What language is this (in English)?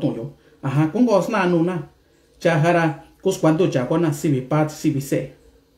Mixtepec Mixtec